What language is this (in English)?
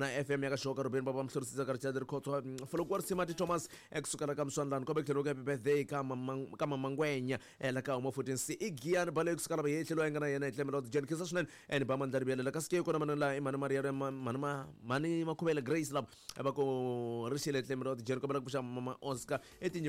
Tsonga